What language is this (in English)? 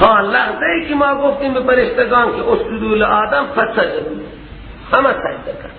Persian